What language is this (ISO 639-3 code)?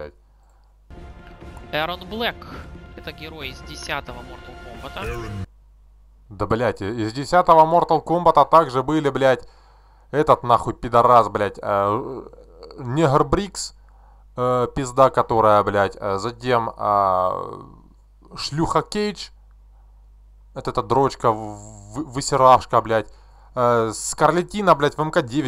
rus